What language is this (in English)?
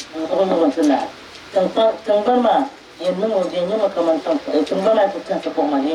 Dagbani